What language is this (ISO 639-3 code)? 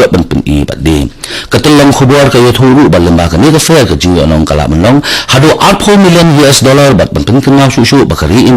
kha